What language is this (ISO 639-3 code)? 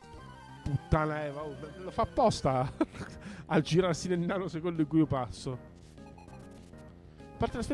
ita